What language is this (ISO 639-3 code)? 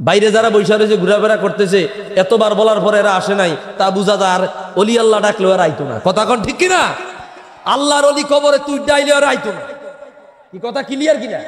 syl